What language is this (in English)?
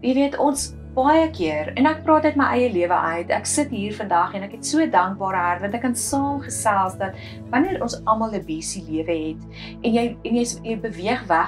Afrikaans